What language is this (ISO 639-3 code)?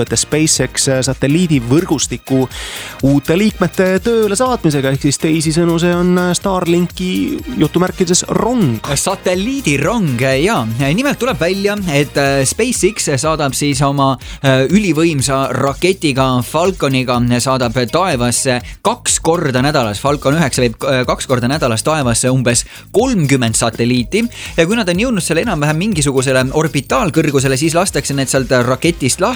est